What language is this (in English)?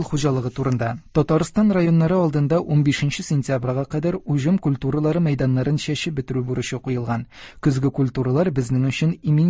Tatar